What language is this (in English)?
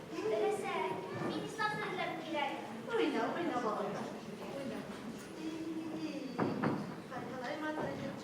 Bashkir